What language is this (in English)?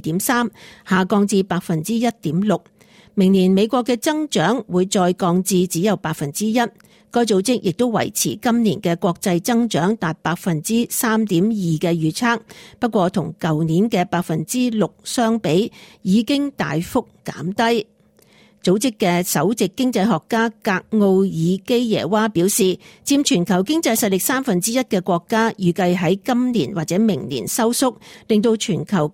Cantonese